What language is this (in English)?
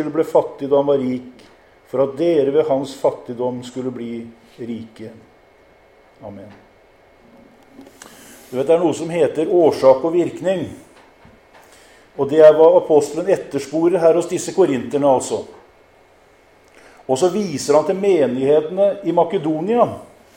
Norwegian